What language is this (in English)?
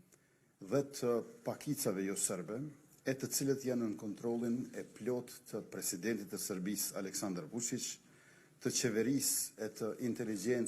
Albanian